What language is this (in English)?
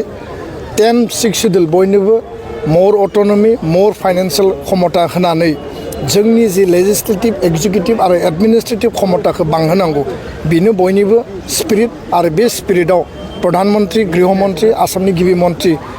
Bodo